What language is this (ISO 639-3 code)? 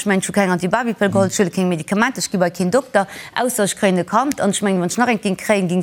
ltz